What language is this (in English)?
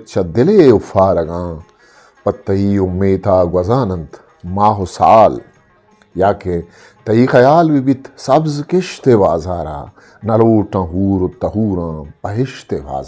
Eastern Balochi